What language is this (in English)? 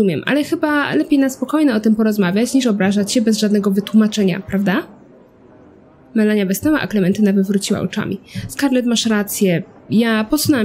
Polish